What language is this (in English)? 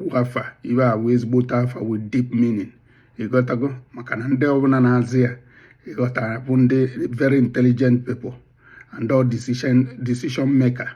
Igbo